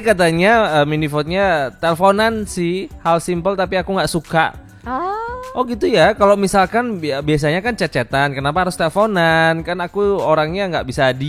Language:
Indonesian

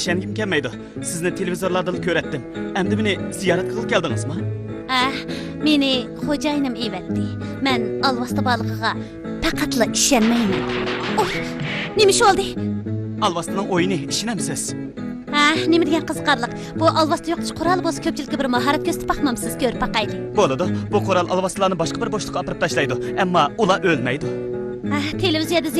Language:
Uyghur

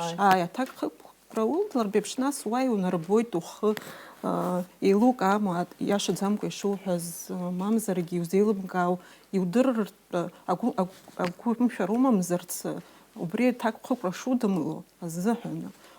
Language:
Abkhazian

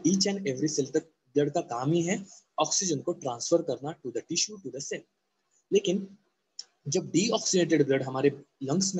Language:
Hindi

